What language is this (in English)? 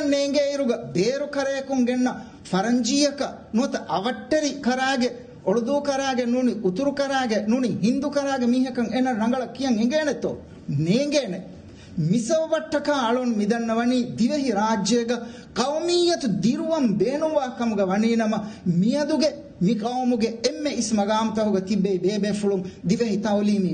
Divehi